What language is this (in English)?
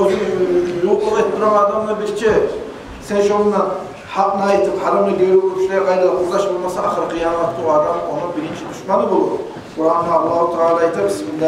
Kumyk